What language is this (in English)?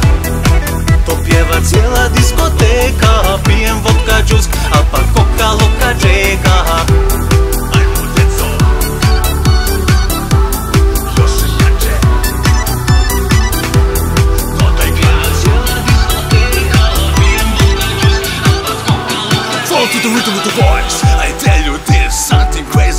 Croatian